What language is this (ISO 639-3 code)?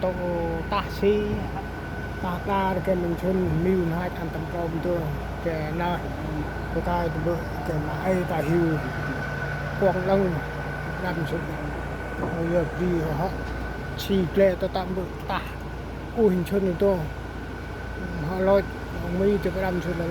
cmo